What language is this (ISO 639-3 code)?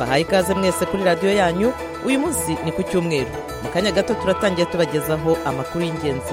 kin